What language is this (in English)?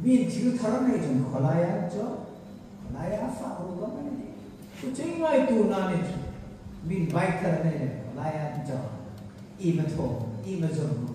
Hmar